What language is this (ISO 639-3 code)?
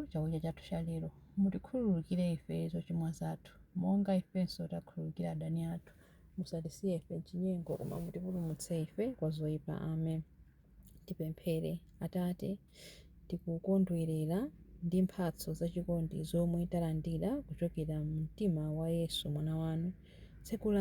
nya